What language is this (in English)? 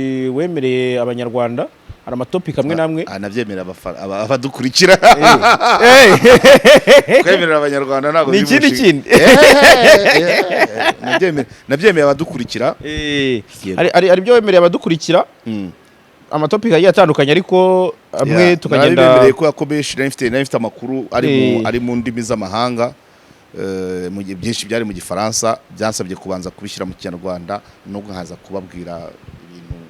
Kinyarwanda